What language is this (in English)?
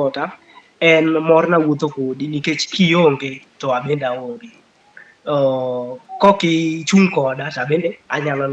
Luo (Kenya and Tanzania)